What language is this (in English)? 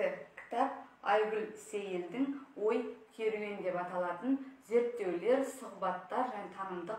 Kazakh